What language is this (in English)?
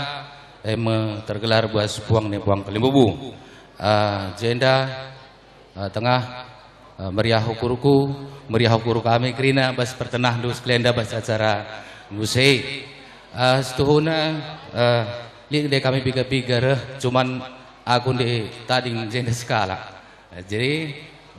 Batak Karo